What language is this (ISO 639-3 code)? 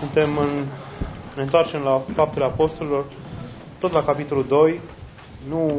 ron